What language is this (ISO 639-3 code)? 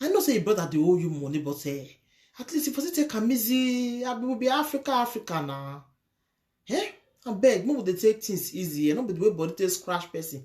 pcm